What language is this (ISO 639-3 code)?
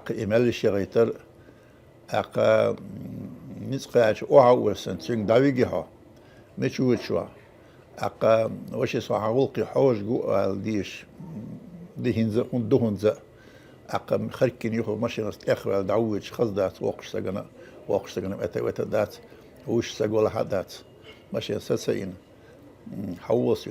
che